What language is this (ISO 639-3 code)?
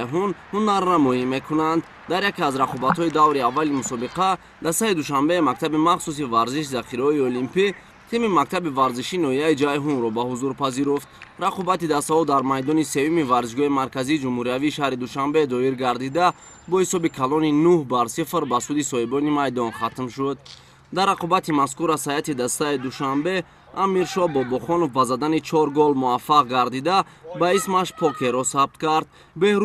tgk